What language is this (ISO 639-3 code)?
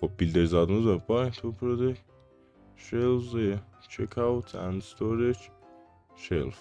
azb